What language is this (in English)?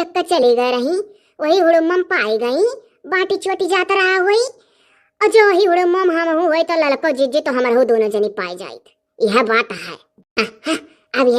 Awadhi